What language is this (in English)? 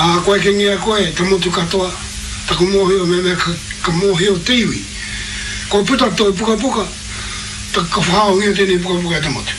Māori